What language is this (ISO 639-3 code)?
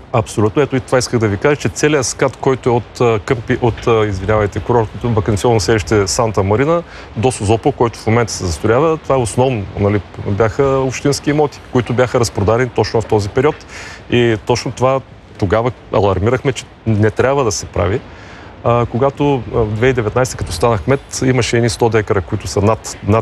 bul